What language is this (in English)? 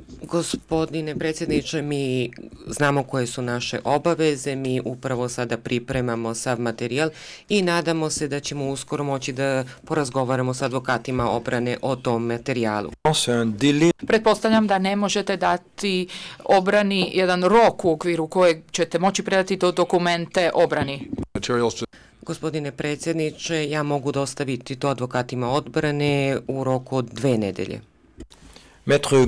Croatian